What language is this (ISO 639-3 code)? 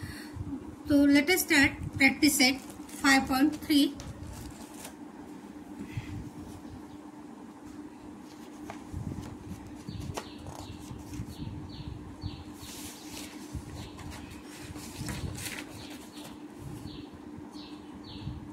hin